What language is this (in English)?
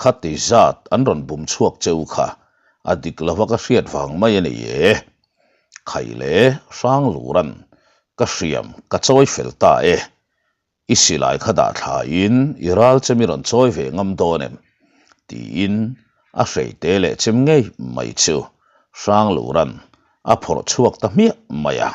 Mizo